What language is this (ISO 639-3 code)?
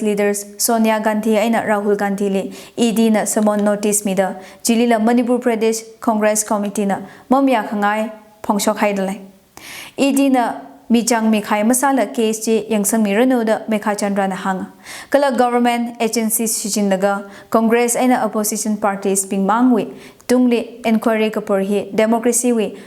nmf